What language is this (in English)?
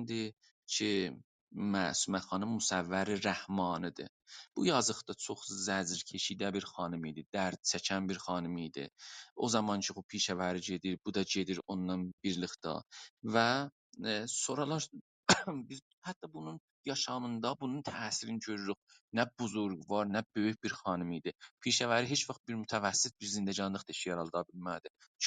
South Azerbaijani